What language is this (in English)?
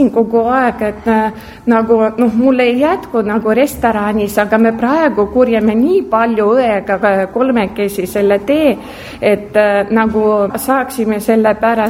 Estonian